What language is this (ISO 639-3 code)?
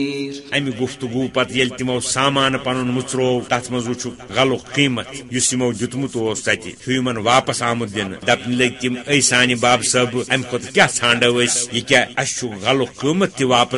kas